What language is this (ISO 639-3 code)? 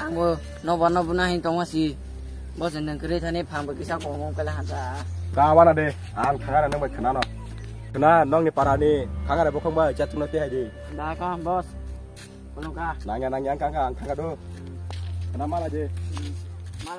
trp